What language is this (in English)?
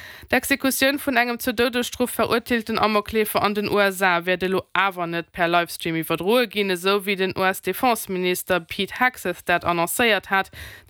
Luxembourgish